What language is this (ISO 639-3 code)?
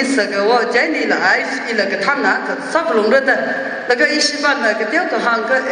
nmf